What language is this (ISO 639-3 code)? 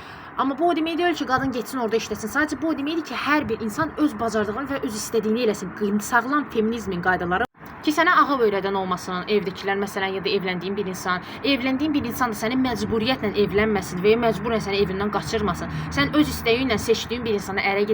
aze